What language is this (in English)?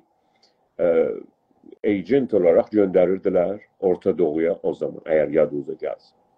South Azerbaijani